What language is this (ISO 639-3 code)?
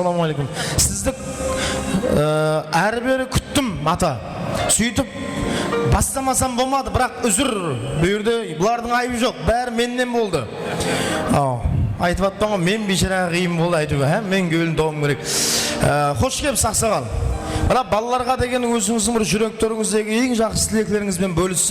kaa